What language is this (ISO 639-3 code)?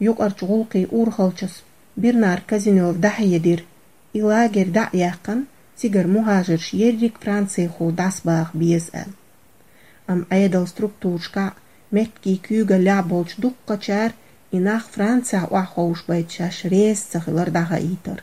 che